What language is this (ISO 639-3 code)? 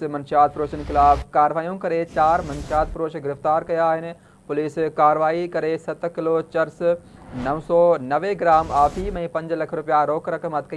snd